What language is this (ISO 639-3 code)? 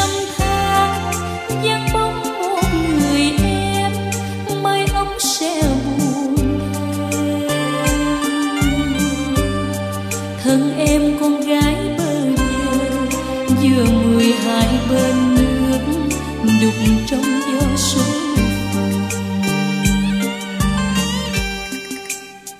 vie